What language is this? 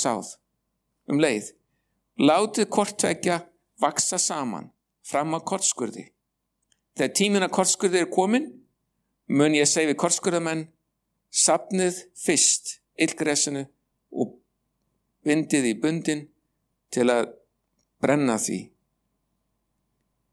Icelandic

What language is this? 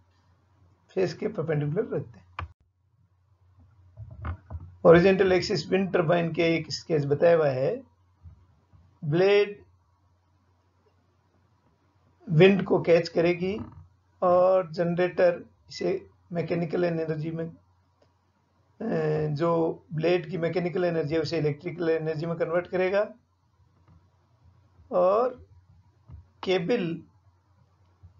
Hindi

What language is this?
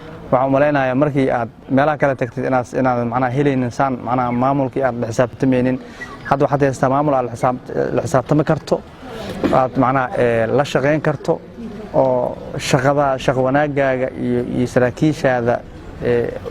Somali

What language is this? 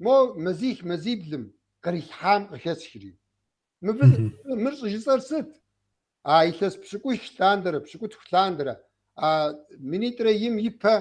Kabardian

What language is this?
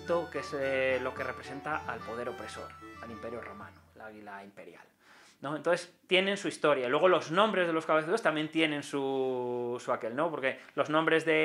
Spanish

